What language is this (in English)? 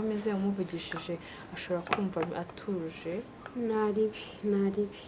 Kinyarwanda